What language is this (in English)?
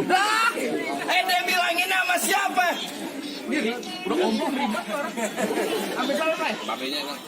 Betawi